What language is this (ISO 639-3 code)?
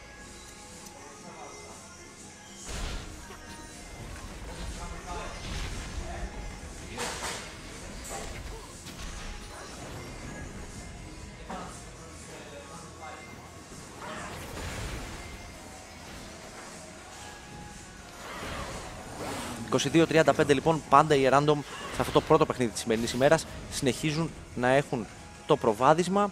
ell